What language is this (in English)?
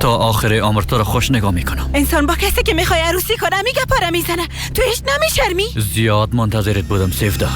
Persian